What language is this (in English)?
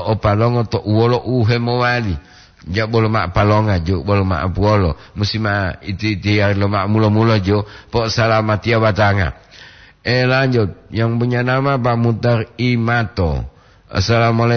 Gorontalo